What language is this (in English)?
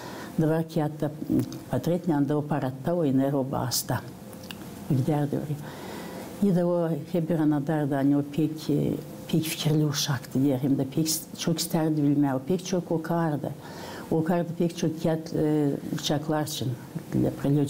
Gagauz